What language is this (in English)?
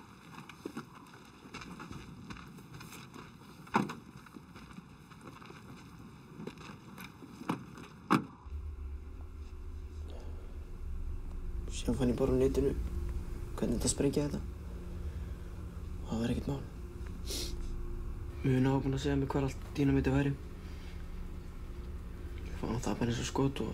Icelandic